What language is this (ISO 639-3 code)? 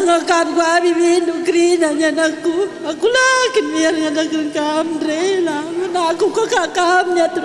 btx